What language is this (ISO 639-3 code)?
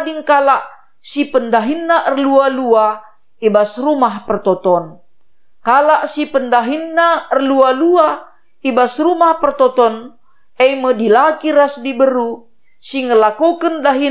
btx